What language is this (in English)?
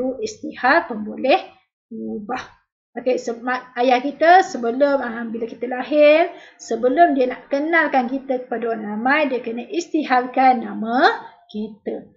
Malay